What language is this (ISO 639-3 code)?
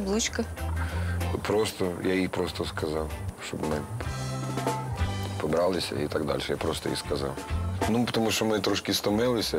ukr